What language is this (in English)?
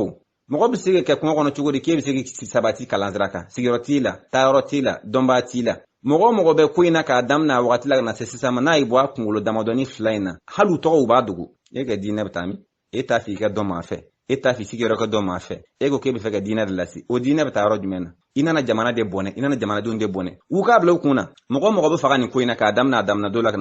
Bambara